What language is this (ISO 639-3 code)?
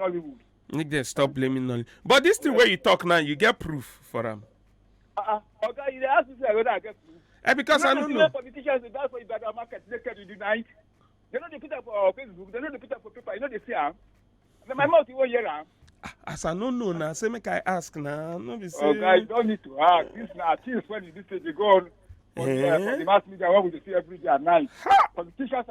pcm